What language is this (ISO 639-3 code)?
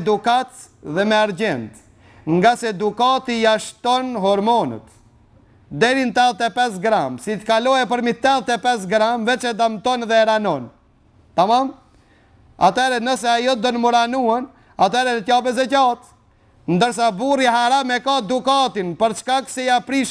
sqi